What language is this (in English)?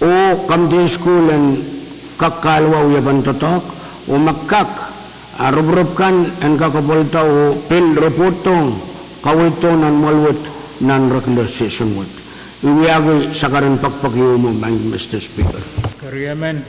Pohnpeian